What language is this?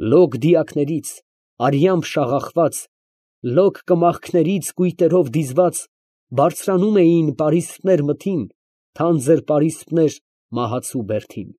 Armenian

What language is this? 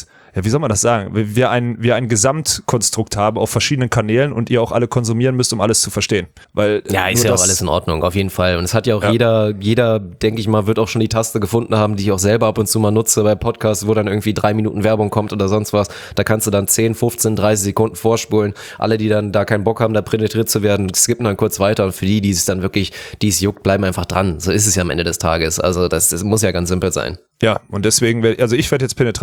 German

